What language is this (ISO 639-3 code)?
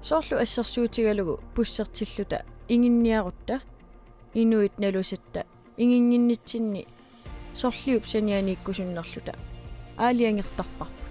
kal